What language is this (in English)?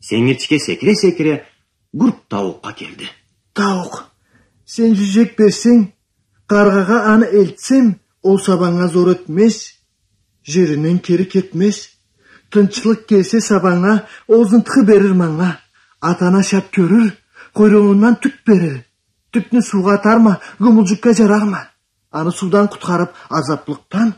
Karachay-Balkar